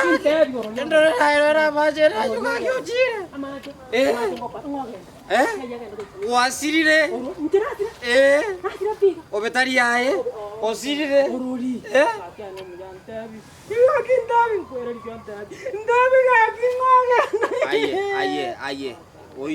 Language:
Gusii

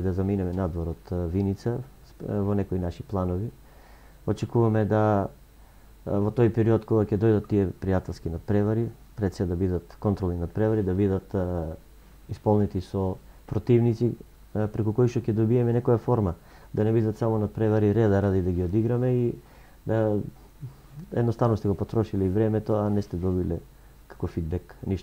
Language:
Macedonian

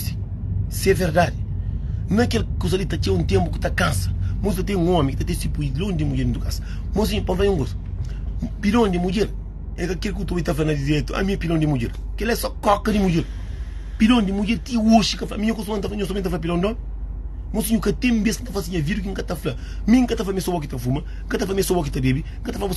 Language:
Kabuverdianu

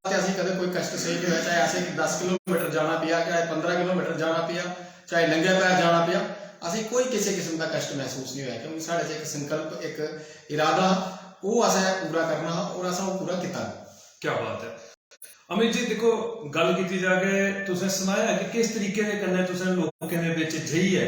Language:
Dogri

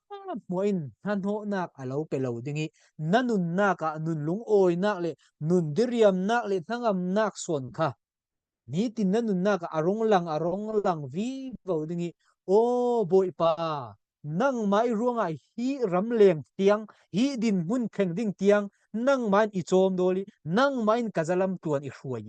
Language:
Falam Chin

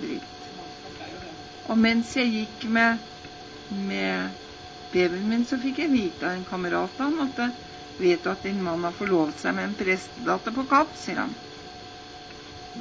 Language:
Norwegian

